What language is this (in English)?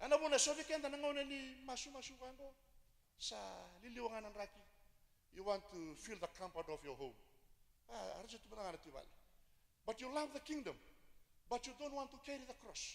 Fijian